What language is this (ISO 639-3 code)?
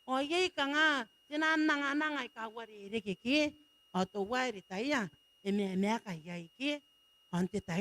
gil